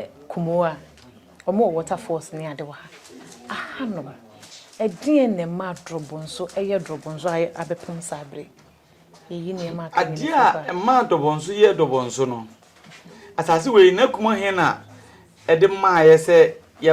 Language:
Akan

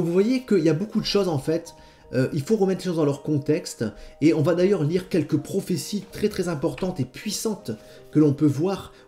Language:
French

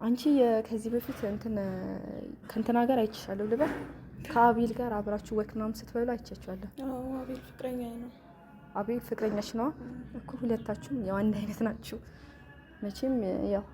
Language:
Amharic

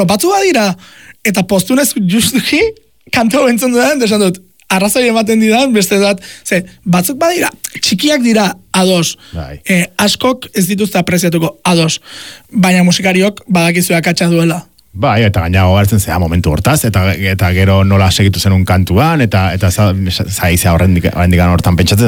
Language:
Basque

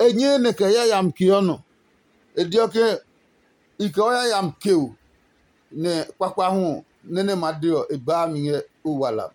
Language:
Adangme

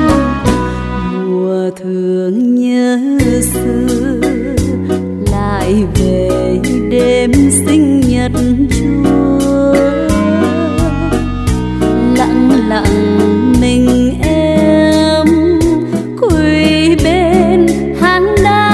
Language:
Vietnamese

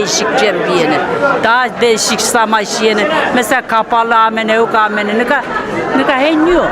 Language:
Zaza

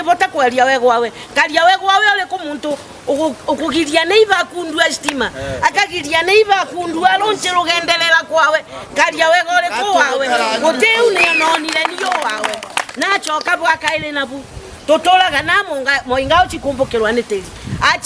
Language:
Meru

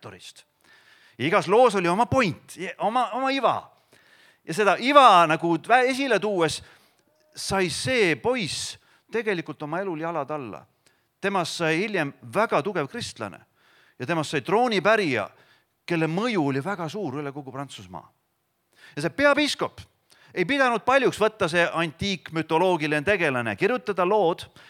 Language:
Estonian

